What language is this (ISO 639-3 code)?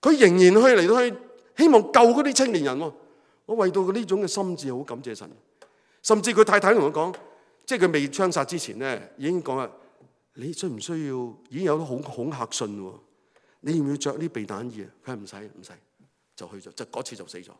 yue